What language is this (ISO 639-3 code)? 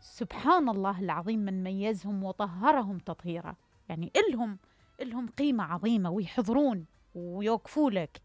acm